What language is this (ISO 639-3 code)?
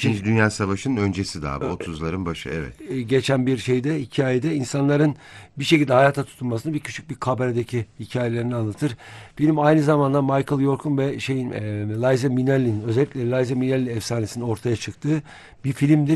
tur